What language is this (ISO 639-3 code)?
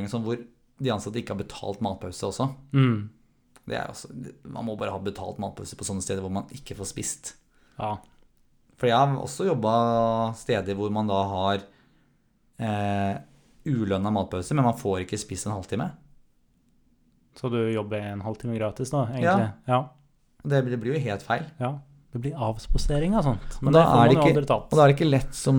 nor